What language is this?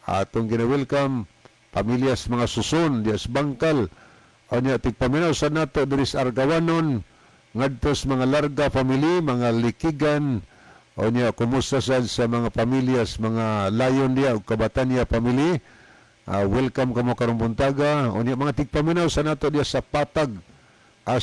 Cebuano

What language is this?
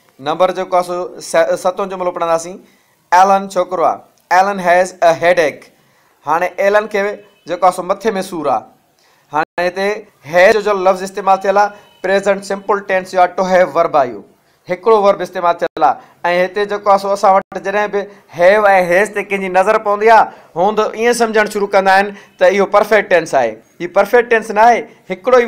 Sindhi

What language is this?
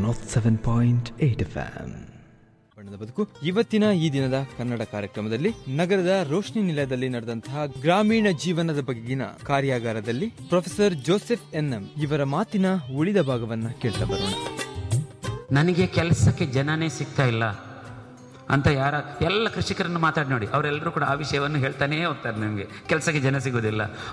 Kannada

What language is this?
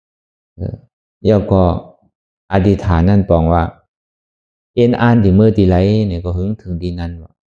Shan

